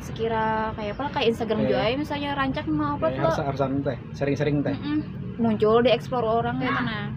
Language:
Banjar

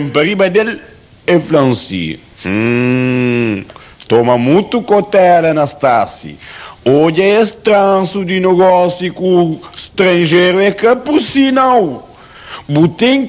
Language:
Kabuverdianu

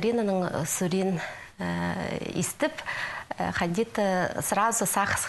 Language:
Khakas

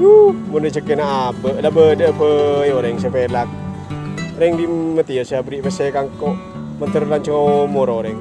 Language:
Madurese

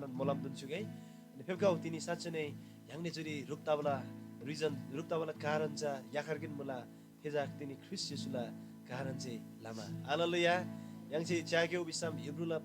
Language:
Eastern Tamang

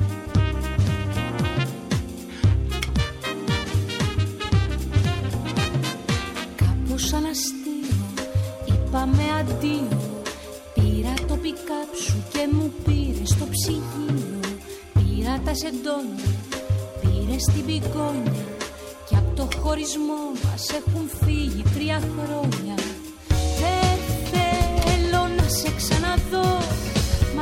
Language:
Greek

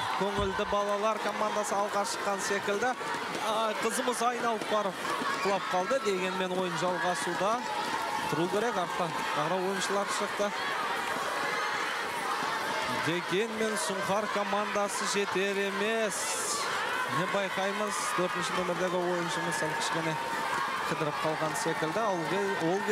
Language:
Kazakh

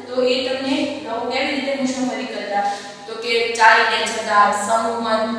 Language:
Gujarati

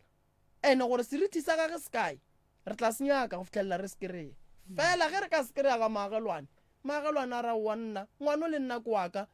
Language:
Northern Sotho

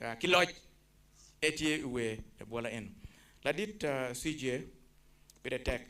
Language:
Acoli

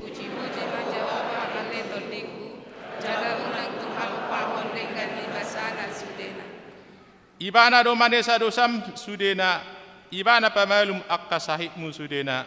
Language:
Batak Toba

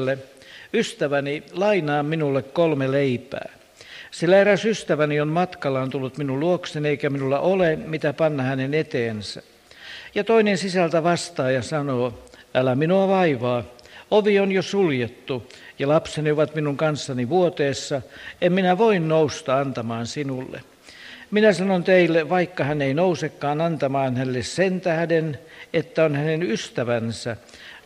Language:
Finnish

